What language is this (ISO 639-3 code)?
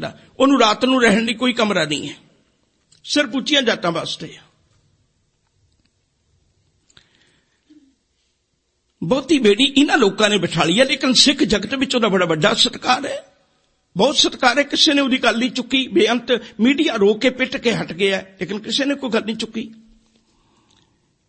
pan